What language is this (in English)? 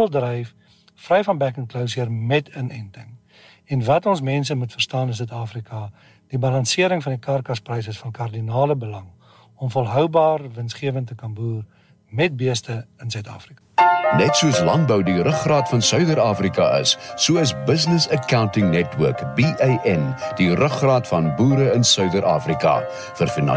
Afrikaans